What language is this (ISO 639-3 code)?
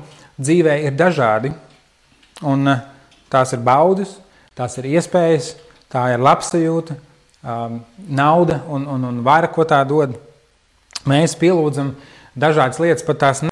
lav